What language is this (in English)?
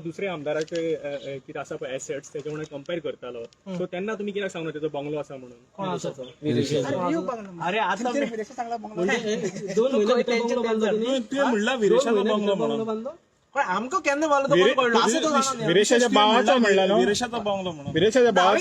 Konkani